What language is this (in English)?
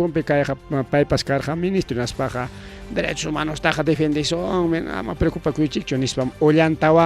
Ayacucho Quechua